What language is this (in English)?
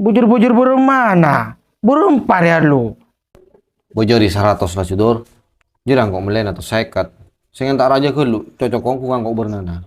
Madurese